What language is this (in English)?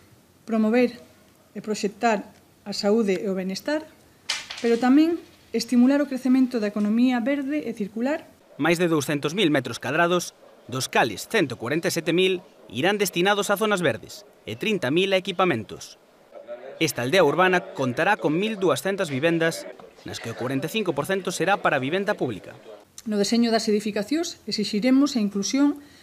Galician